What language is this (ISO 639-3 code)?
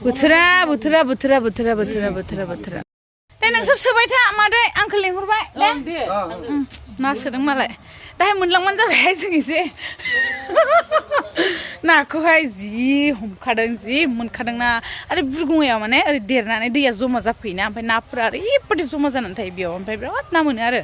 brx